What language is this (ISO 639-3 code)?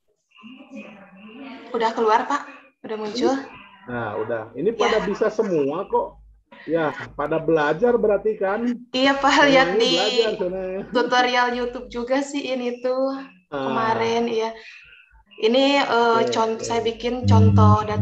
ind